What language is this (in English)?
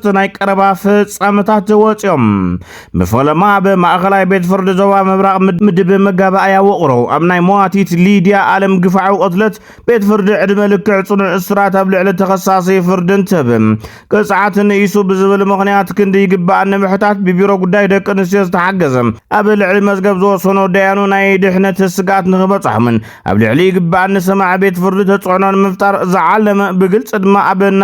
Tigrinya